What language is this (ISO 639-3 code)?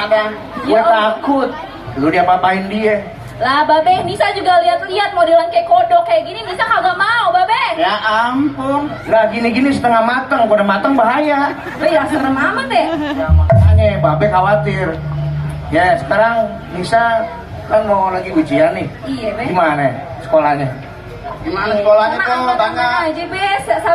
bew